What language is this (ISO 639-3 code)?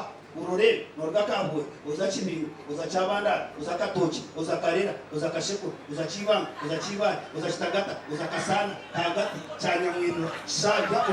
nyn